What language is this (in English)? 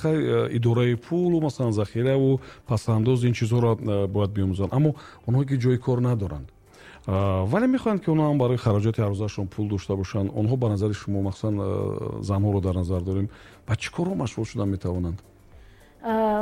Tajik